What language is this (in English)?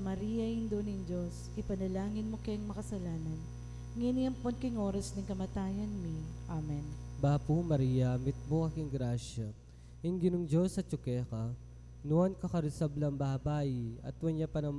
Pampanga